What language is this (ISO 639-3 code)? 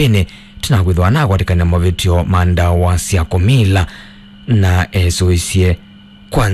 kam